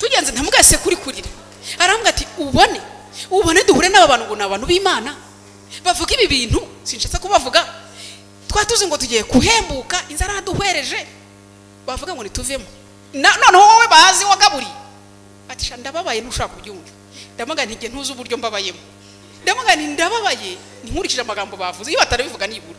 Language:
Kinyarwanda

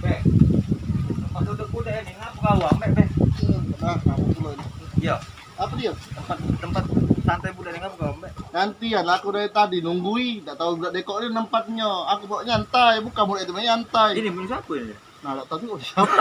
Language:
Musi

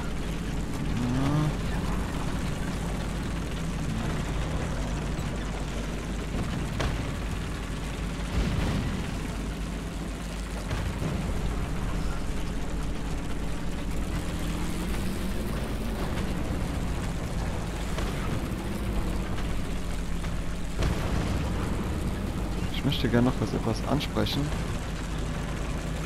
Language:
German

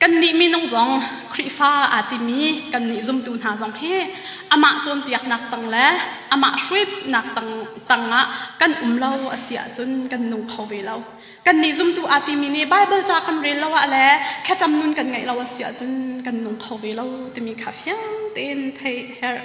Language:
Hakha Chin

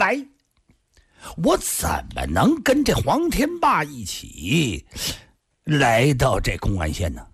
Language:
Chinese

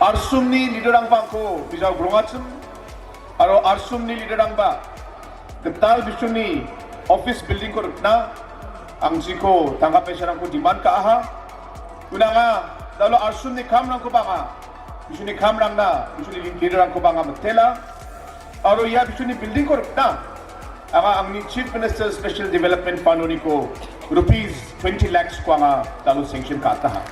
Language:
Garo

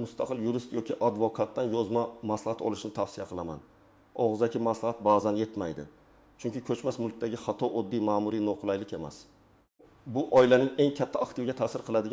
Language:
Uzbek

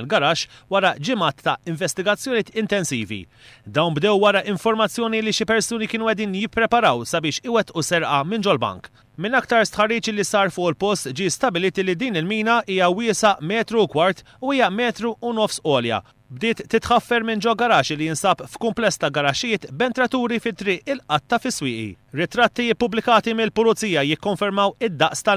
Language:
Maltese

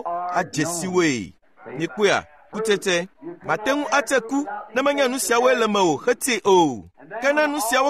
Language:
Ewe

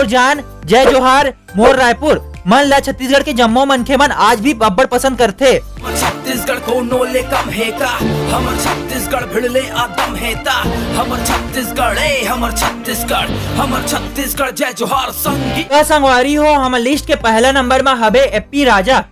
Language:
Chhattisgarhi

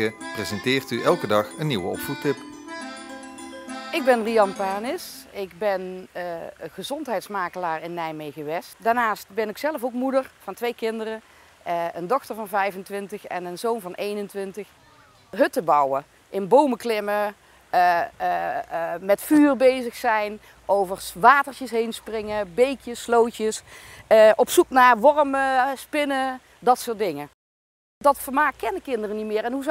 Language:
Dutch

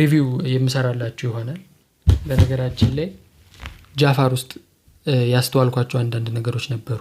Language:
Amharic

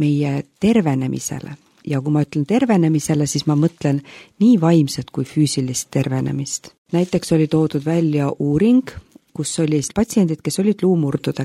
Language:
Estonian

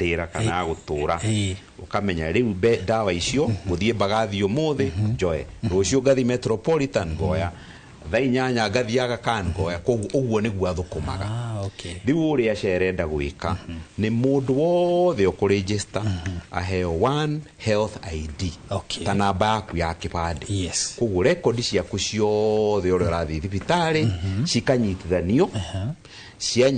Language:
Kikuyu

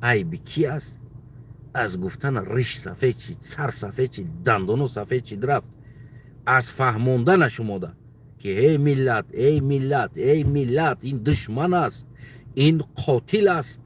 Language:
Tajik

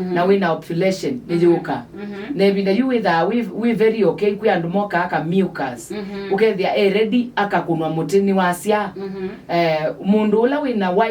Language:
Kamba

